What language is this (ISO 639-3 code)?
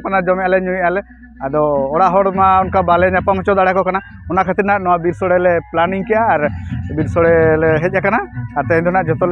sat